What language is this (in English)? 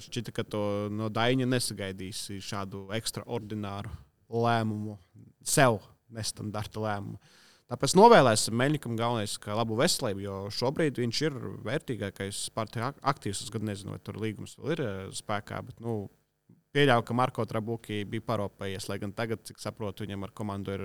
Latvian